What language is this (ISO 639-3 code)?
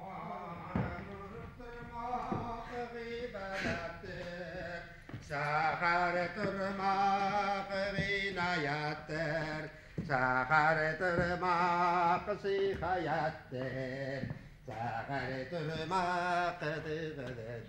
bak